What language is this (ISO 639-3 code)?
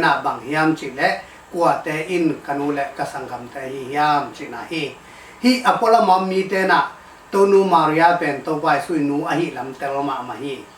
ctd